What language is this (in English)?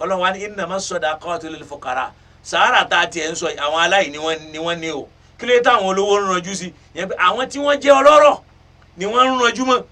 Yoruba